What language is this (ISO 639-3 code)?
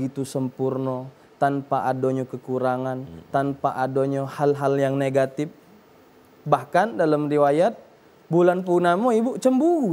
mui